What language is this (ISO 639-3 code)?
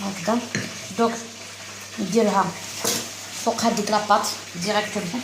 arq